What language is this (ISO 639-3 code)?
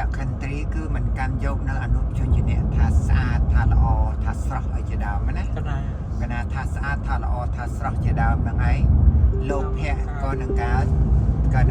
khm